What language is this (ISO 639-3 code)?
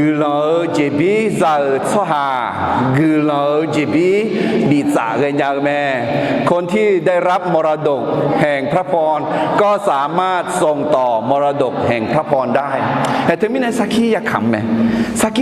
ahk